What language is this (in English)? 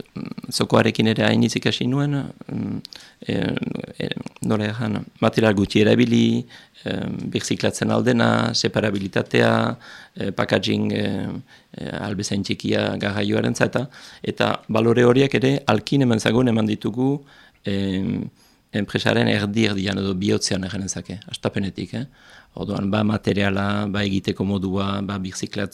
Basque